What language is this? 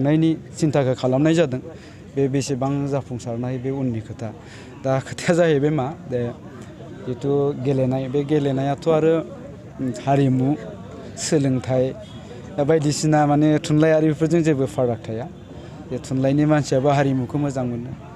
Bodo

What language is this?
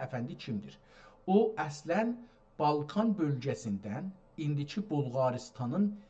South Azerbaijani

